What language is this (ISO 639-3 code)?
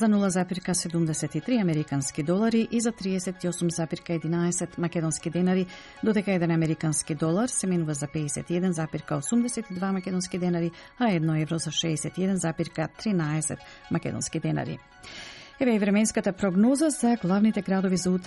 mkd